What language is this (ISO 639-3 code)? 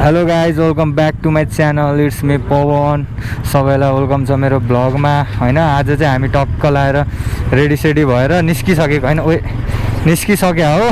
nep